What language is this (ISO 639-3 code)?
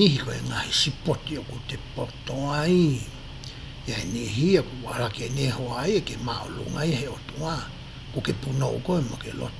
ton